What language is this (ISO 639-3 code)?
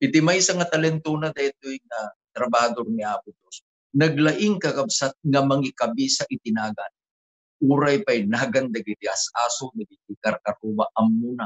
ilo